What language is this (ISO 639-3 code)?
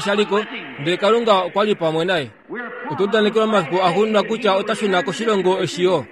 kua